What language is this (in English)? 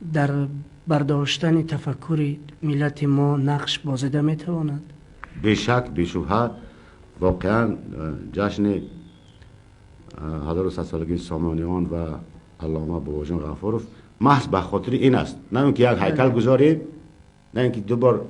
Tajik